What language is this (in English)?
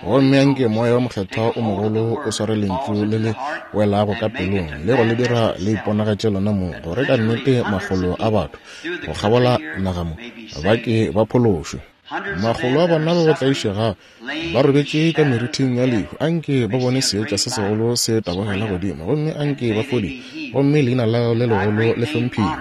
Northern Sotho